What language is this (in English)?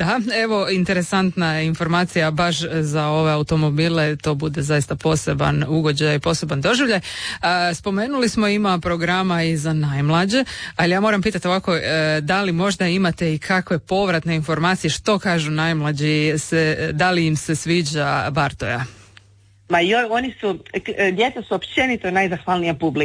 Croatian